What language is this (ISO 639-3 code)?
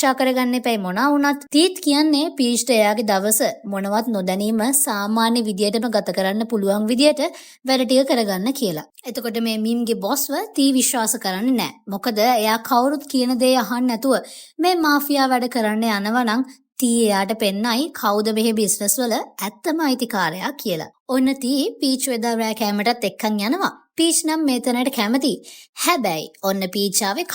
sin